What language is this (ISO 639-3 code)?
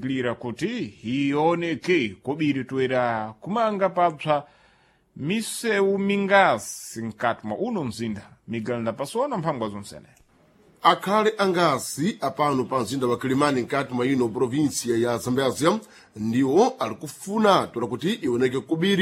seh